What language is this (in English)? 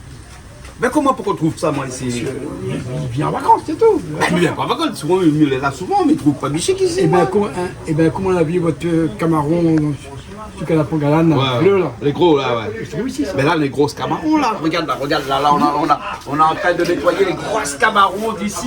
Réunion Creole French